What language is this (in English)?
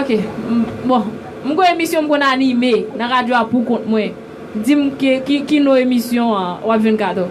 Haitian Creole